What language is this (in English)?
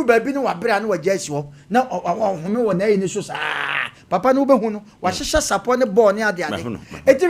Akan